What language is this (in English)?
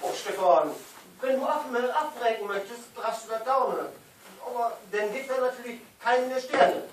Low German